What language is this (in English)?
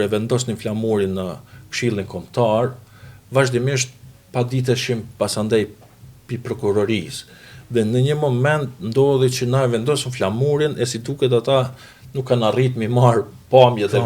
Albanian